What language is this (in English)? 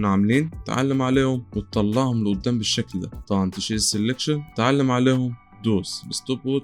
Egyptian Arabic